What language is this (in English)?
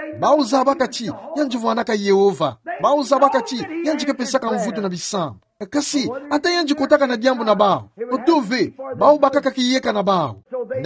Kituba (Democratic Republic of Congo)